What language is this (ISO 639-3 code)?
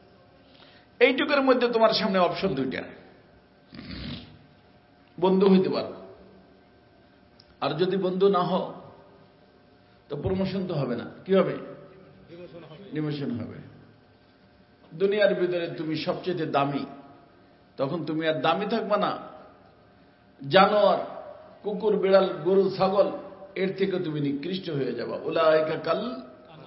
ben